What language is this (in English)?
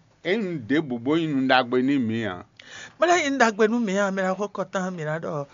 Fon